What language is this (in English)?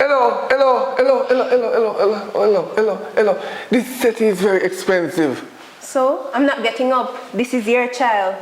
Jamaican Creole English